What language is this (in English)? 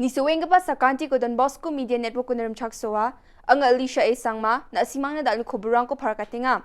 Garo